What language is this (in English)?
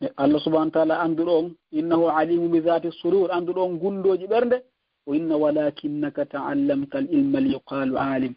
Fula